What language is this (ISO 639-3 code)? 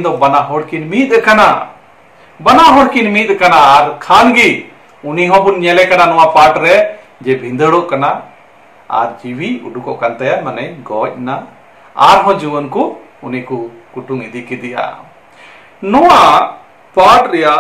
sat